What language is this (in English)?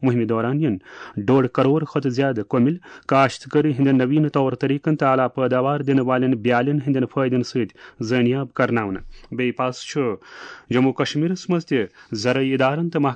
Kashmiri